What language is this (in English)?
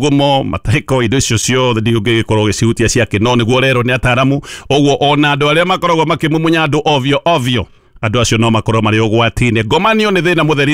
Kikuyu